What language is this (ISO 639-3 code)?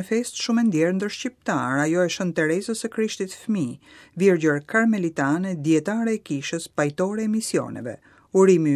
sqi